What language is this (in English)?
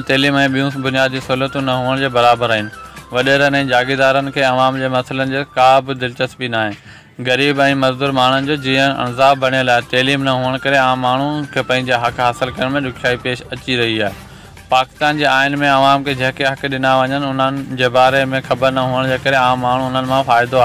Sindhi